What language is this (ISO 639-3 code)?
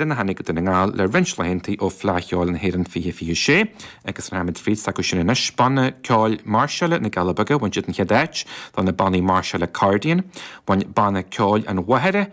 gle